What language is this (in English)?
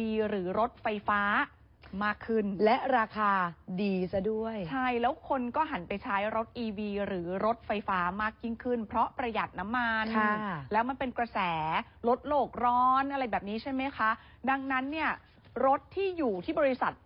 Thai